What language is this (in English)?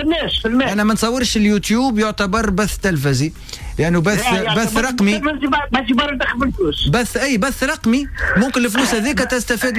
Tunisian Arabic